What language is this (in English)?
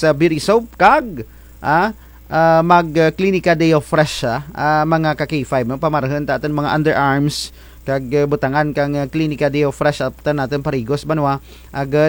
Kinaray-a